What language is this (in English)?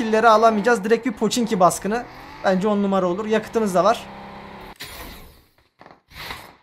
Turkish